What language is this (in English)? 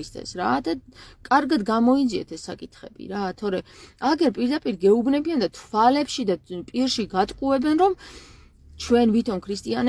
Georgian